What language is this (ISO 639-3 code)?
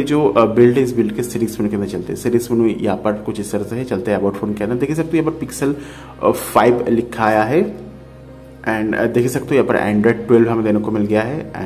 hin